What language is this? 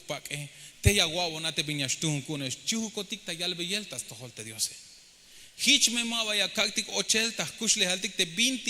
Tzeltal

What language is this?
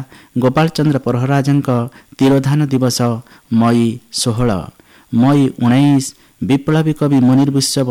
Odia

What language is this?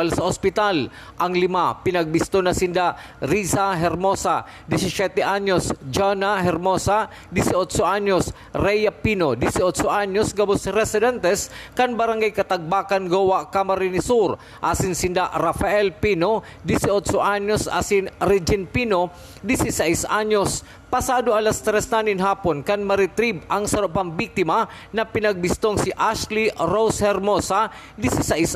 Bikol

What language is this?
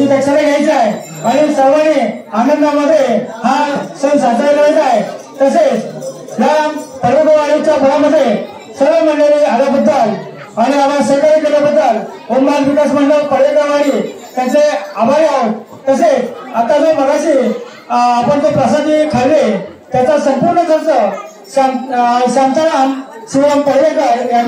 Marathi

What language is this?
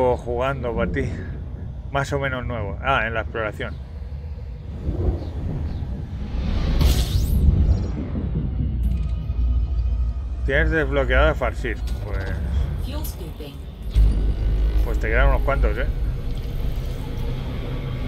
Spanish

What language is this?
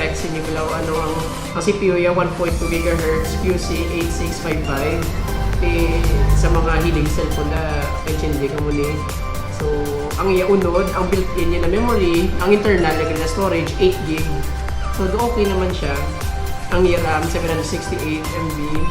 Hiligaynon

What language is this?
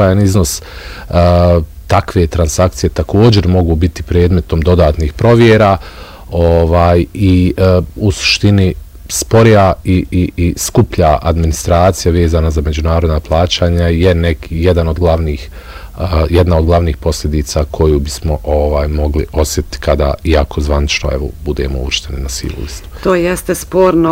Bosnian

